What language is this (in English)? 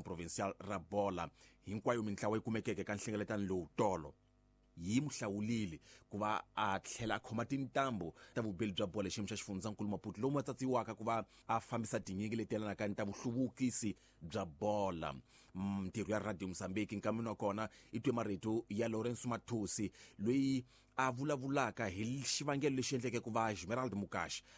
Tsonga